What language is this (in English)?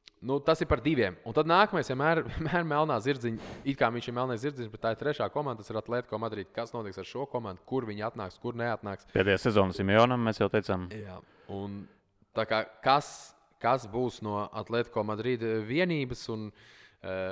Latvian